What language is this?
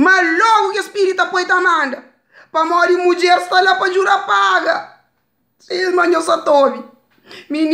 Kabuverdianu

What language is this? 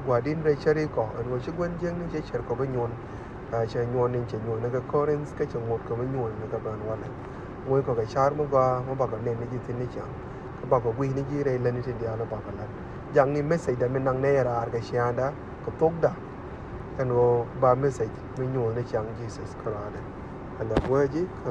Nuer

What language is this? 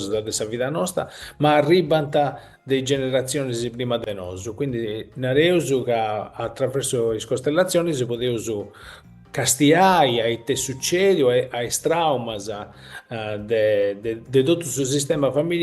Sardinian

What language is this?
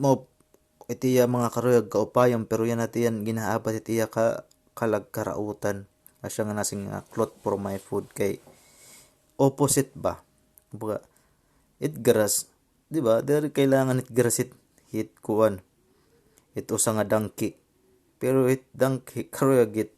Waray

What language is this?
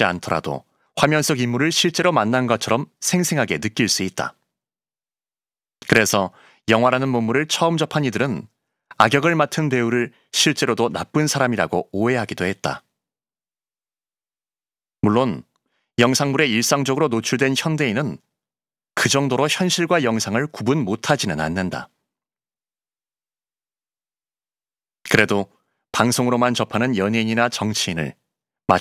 Korean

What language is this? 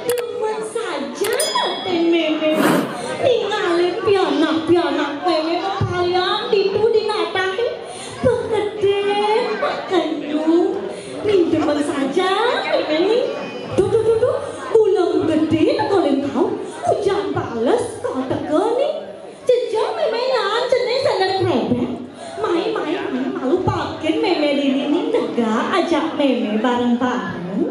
Balinese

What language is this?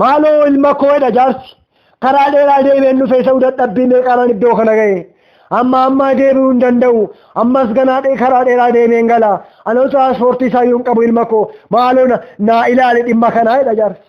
Oromo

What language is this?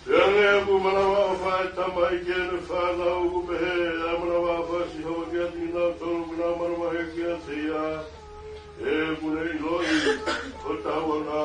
Tongan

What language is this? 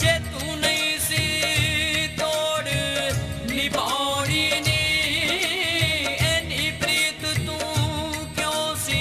Punjabi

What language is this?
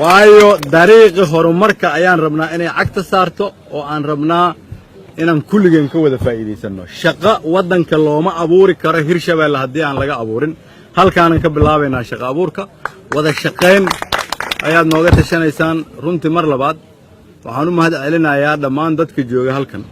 Somali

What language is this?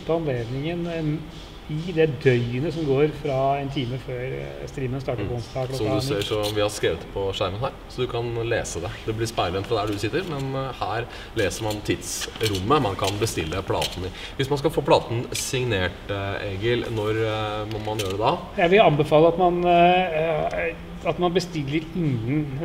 Norwegian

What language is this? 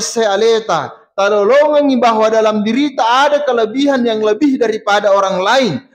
Buginese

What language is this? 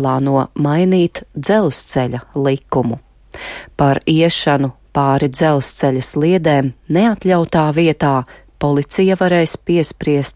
Latvian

